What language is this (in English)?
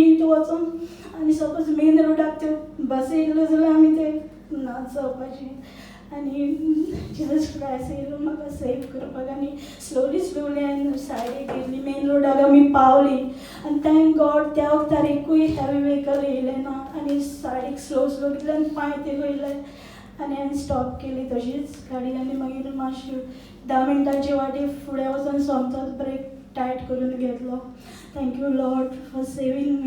Konkani